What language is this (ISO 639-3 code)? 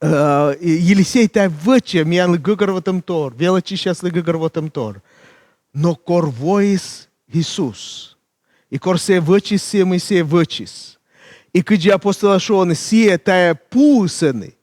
kom